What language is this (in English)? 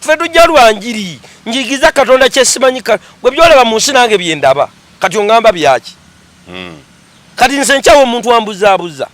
Ganda